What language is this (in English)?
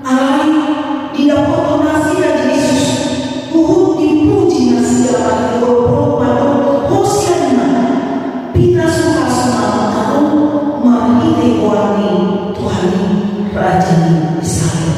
Batak Toba